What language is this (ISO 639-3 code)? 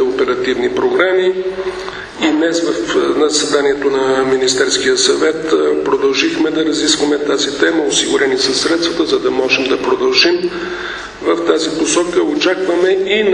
bul